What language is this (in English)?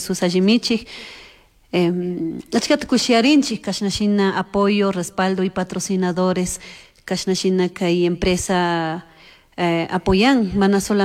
Chimborazo Highland Quichua